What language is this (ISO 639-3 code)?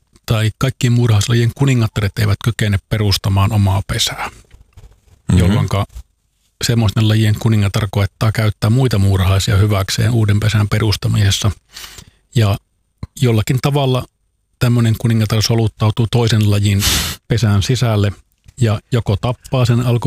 fin